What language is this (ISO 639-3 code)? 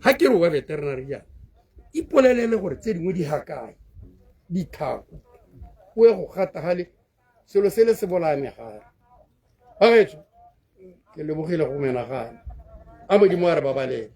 tsn